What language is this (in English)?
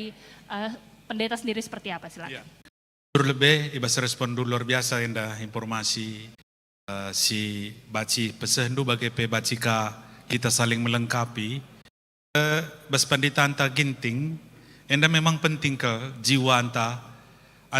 Batak Karo